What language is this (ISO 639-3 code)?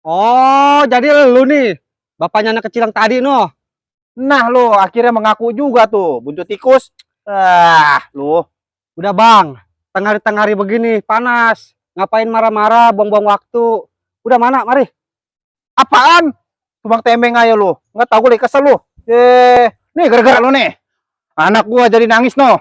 bew